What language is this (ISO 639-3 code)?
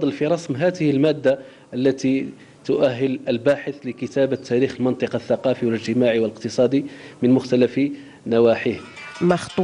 ara